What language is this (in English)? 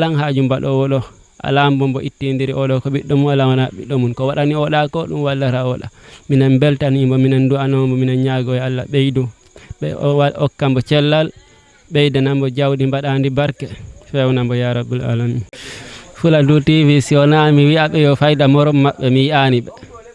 Fula